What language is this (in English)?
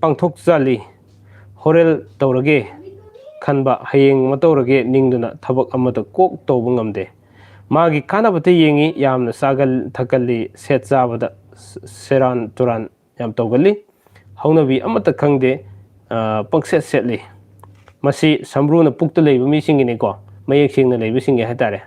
Manipuri